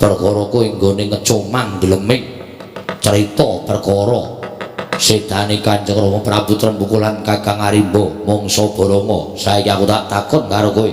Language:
Javanese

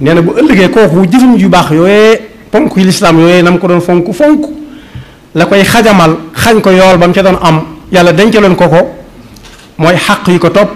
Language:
Wolof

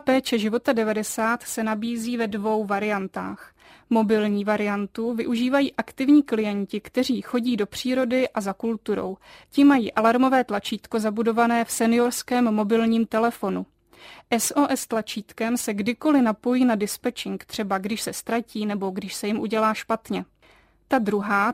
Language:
Czech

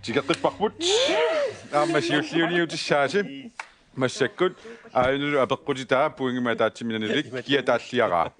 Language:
Kalaallisut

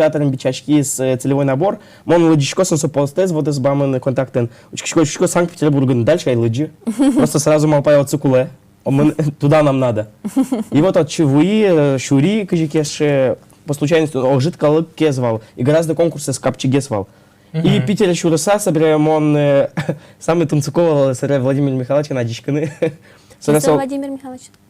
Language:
Udmurt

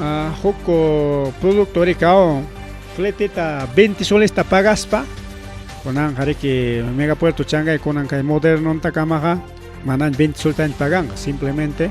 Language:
Ayacucho Quechua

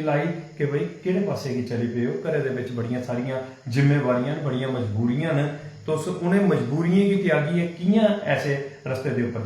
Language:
Dogri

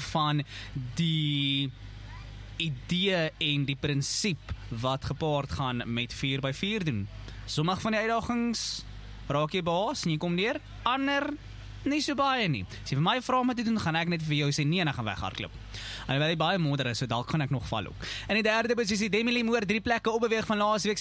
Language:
Afrikaans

